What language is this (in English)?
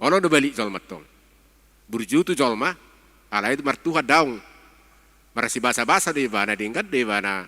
Batak Toba